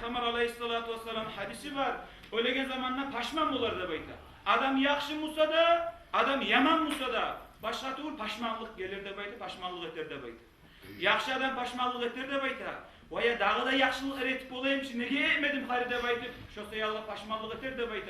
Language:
Kumyk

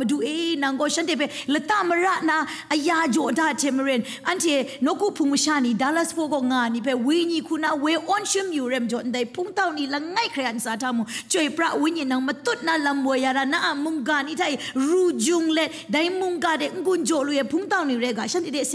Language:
Kachin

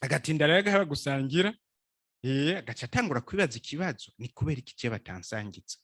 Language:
Rundi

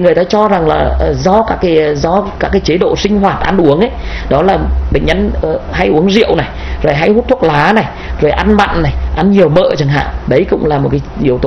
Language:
Vietnamese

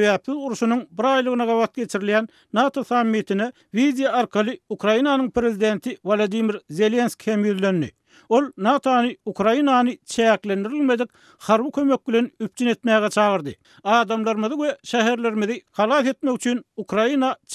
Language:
Turkmen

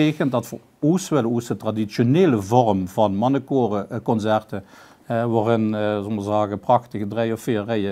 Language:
Limburgish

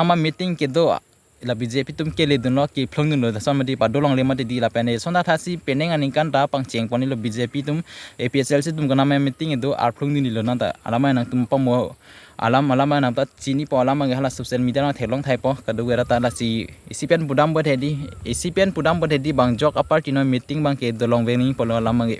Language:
Karbi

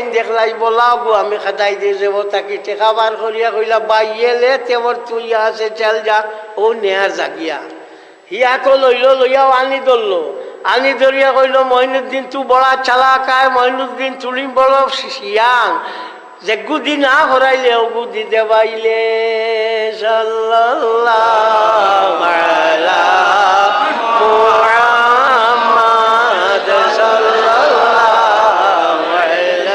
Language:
Sylheti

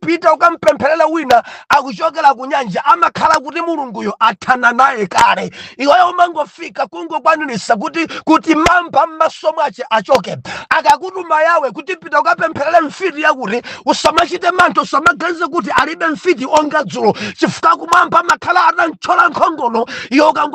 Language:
Nyanja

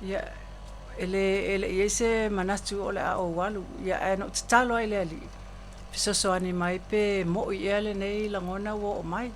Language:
Samoan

